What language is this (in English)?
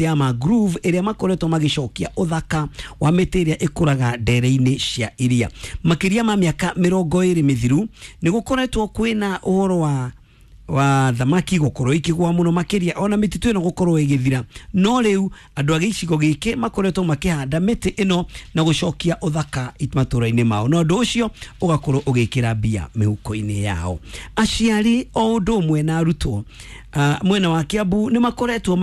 Kikuyu